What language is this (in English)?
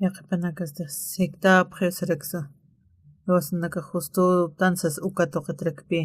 Aymara